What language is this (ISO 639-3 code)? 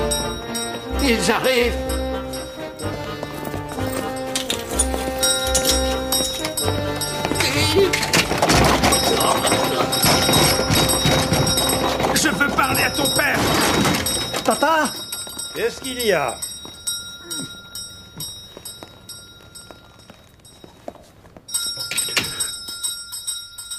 fra